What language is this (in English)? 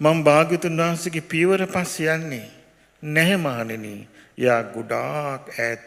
Sinhala